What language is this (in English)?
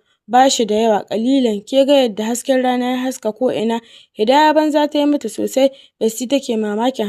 Hausa